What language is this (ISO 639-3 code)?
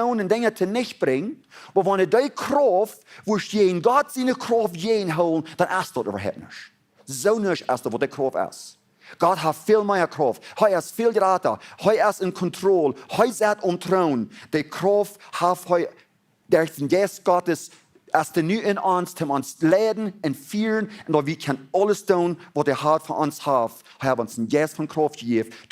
pdt